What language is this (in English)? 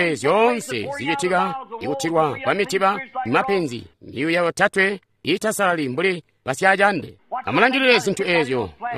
Tonga (Zambia)